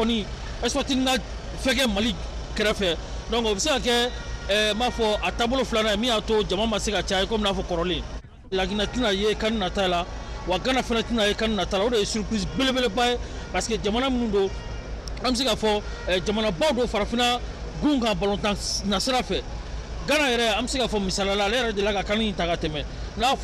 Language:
Bambara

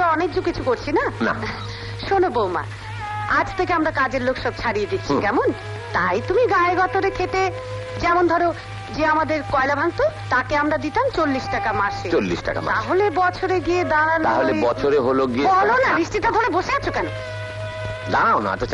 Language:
Bangla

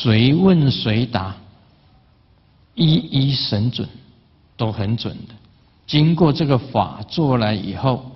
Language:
Chinese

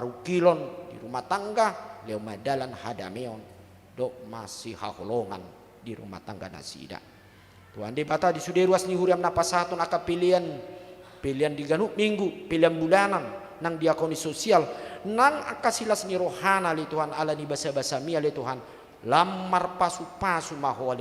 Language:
Batak Toba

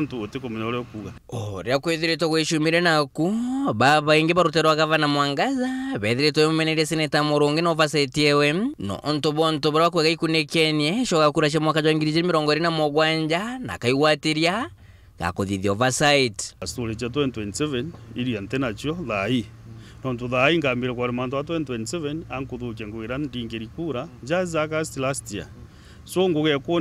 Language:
Meru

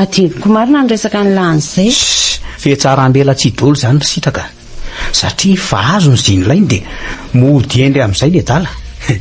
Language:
Malagasy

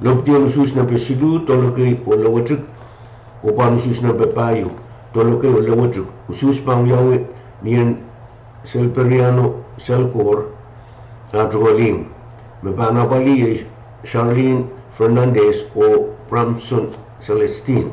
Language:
Pohnpeian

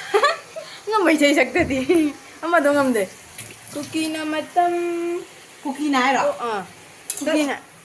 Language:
Manipuri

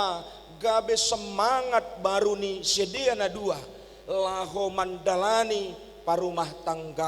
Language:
Batak Simalungun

